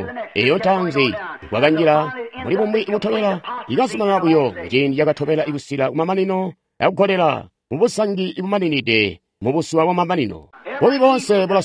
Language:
Tonga (Zambia)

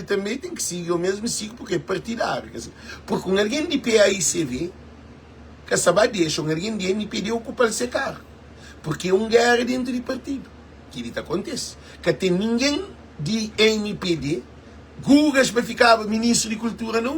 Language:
Kabuverdianu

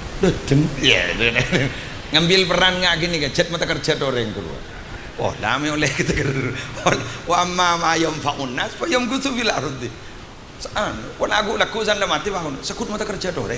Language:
Madurese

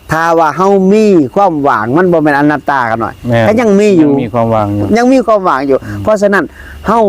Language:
Lao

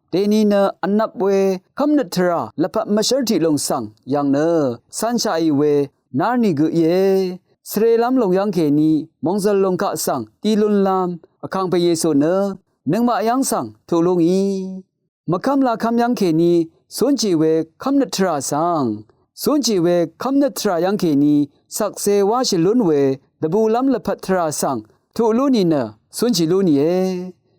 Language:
Rawang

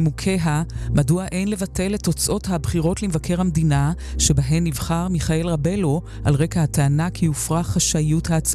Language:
Hebrew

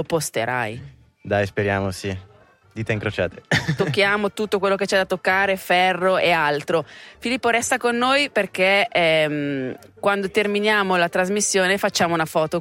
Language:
Italian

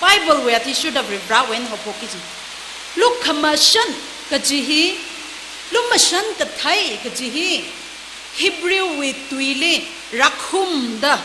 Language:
Tangkhul Naga (India)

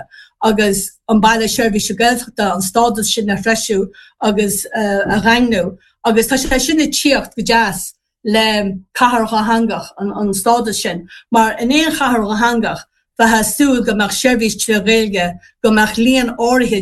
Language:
Irish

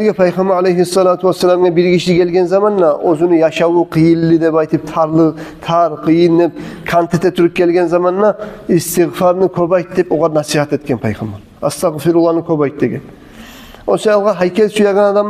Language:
Kumyk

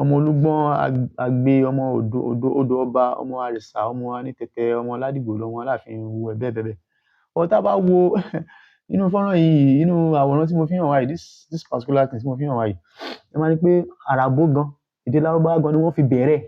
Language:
Yoruba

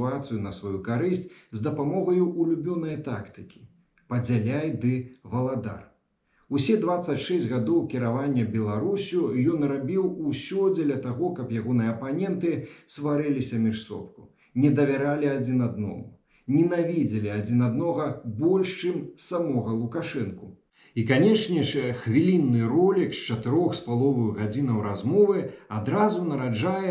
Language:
Belarusian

